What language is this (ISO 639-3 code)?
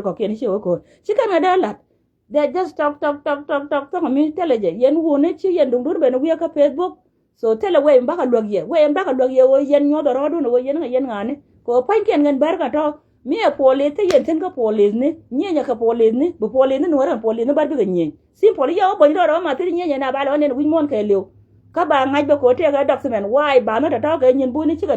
nus